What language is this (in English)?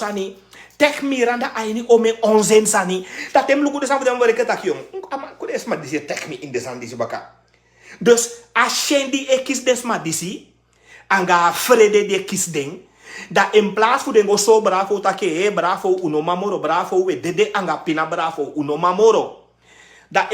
Sranan Tongo